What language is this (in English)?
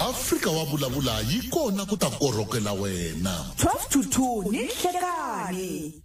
Tsonga